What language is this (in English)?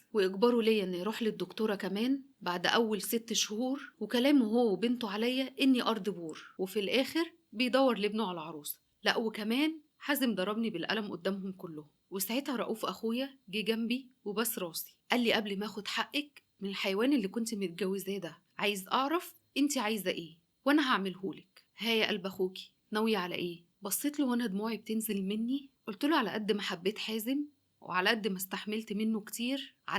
Egyptian Arabic